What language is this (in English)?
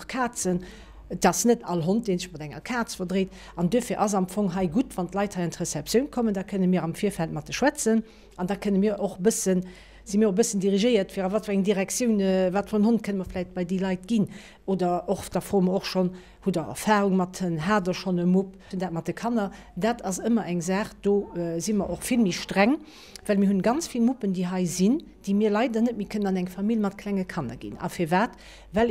Luxembourgish